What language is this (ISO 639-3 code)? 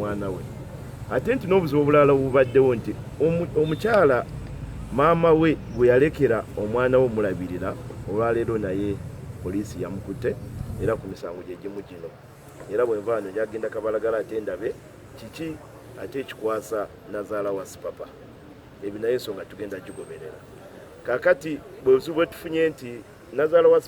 lug